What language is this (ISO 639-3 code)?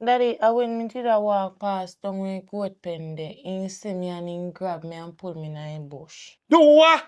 jam